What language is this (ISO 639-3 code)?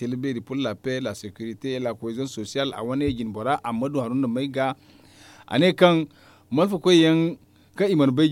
dje